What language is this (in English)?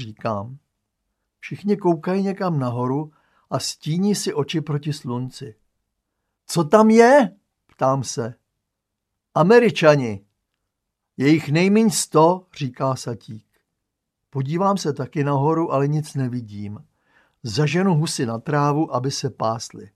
Czech